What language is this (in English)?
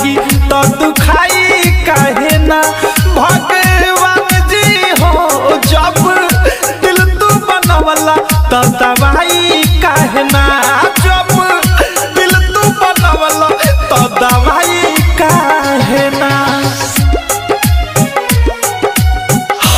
Bhojpuri